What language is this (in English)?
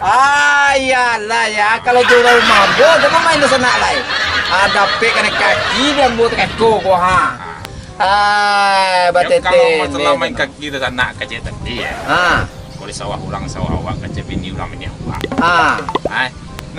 Minangkabau